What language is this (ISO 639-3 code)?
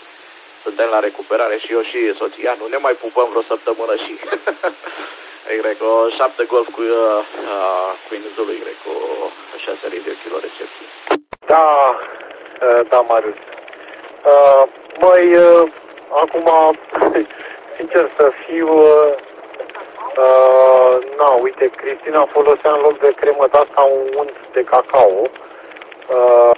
ron